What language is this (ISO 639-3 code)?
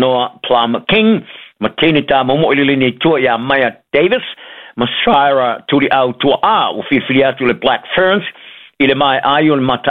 smo